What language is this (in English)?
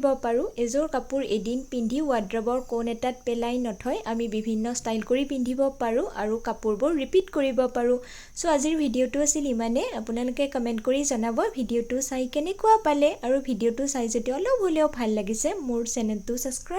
Assamese